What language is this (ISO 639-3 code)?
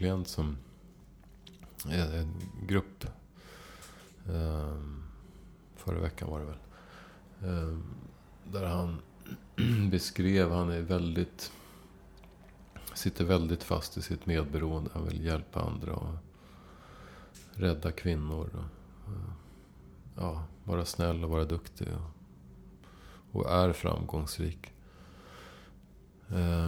swe